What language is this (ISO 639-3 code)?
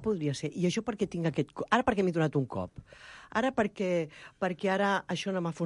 cat